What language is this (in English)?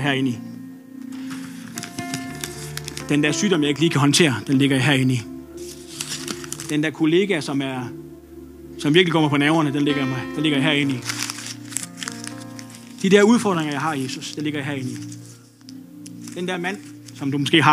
Danish